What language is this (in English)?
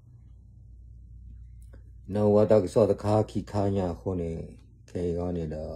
S'gaw Karen